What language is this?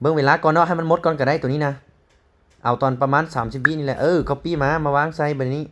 Lao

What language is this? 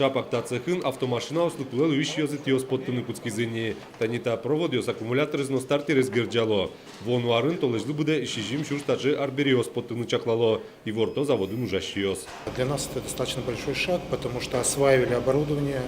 Udmurt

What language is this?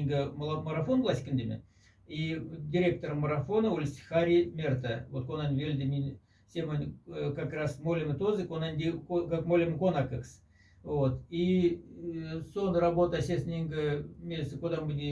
Moksha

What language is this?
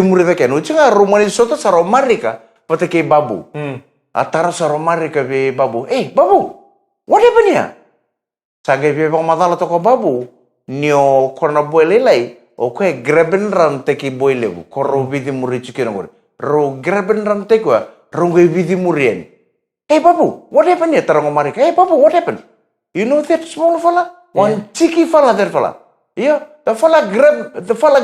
Fijian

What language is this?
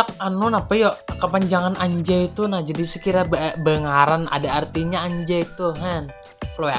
Banjar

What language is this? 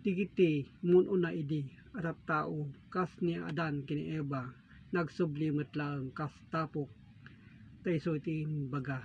Iloko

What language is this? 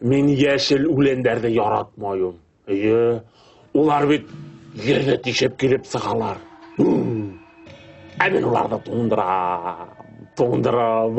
Bashkir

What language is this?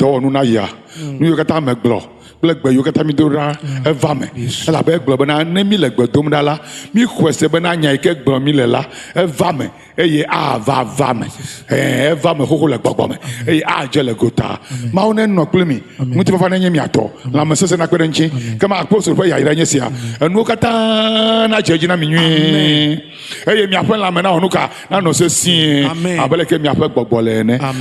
Ewe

